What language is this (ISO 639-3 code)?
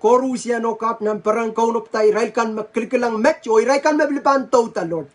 pon